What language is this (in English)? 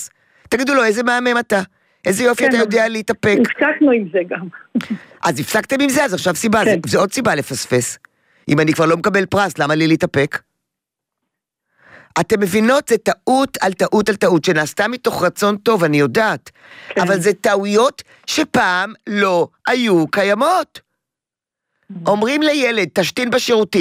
Hebrew